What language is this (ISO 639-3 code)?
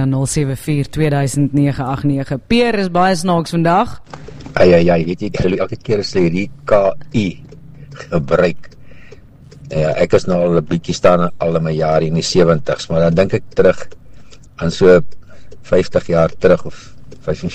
afr